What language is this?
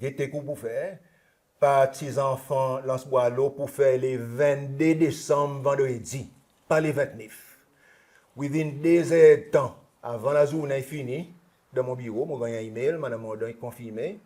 Seselwa Creole French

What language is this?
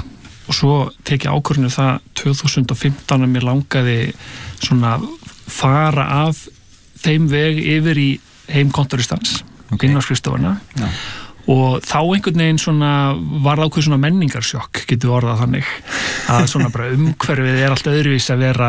Icelandic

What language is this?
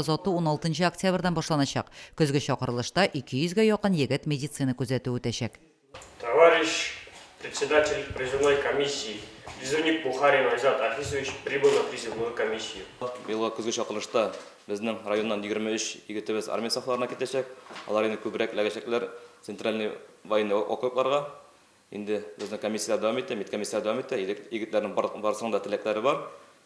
Tatar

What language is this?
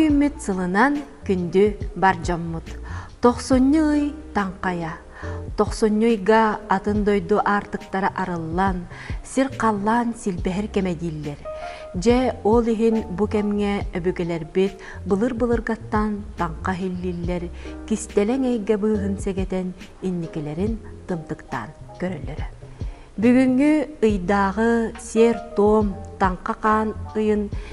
Yakut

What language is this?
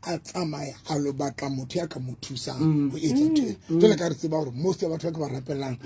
Southern Sotho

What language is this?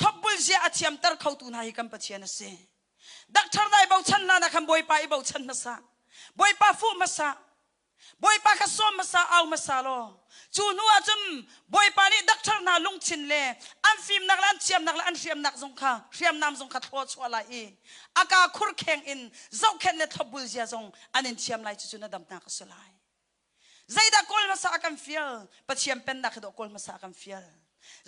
Hakha Chin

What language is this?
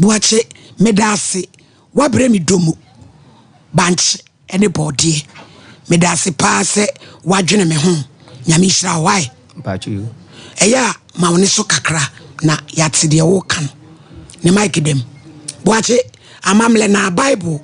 Akan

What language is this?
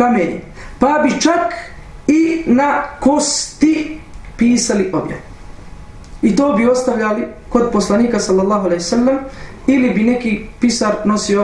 Bosnian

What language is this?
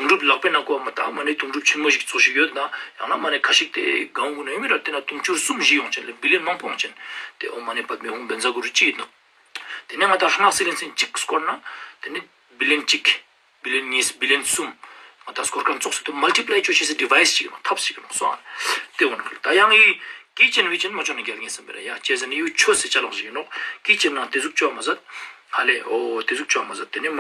Ladakhi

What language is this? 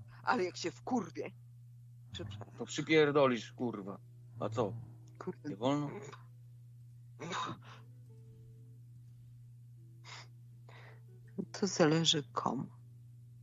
Polish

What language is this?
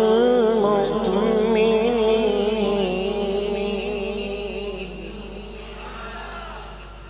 Arabic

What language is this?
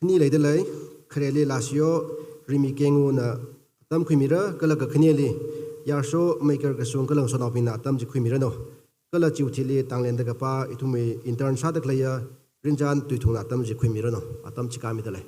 Tangkhul Naga (India)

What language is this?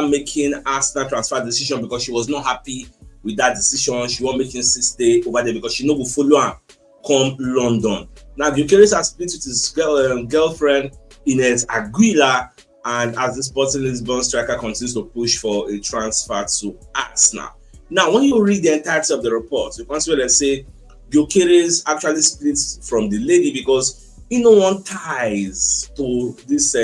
Nigerian Pidgin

